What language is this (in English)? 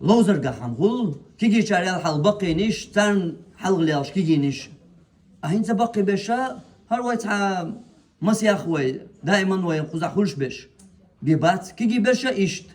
Chechen